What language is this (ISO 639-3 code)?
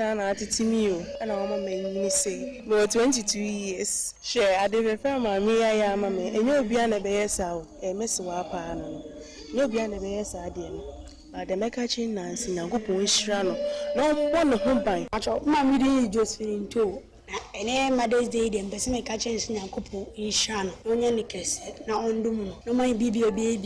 aka